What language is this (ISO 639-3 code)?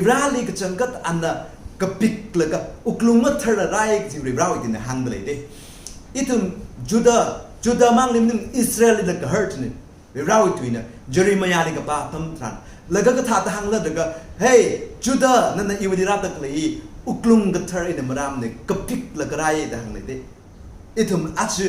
nmf